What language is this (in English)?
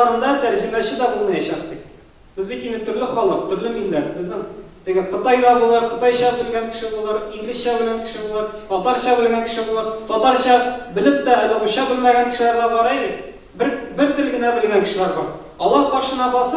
Tatar